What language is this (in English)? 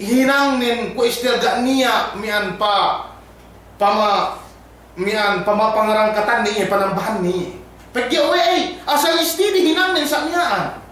Yakan